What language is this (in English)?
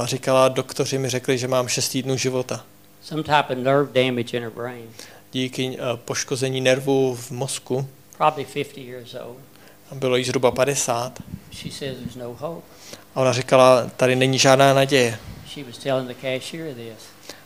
Czech